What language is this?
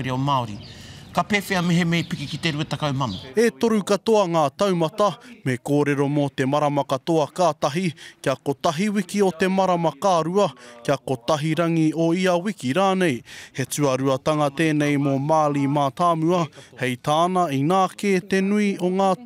Māori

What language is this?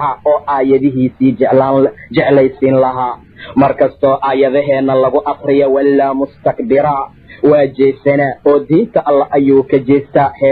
Somali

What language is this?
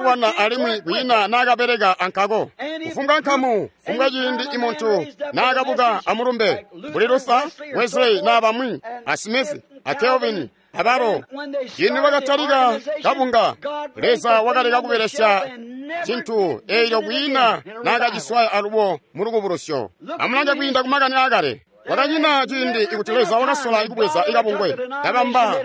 Tonga (Zambia)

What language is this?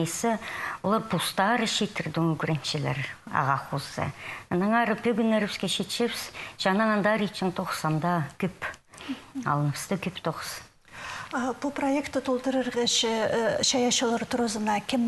Khakas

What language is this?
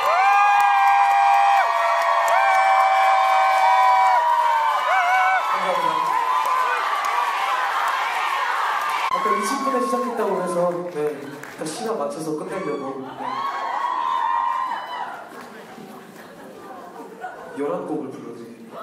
Korean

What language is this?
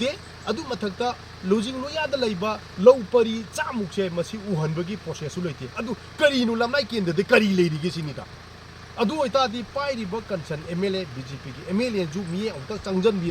Manipuri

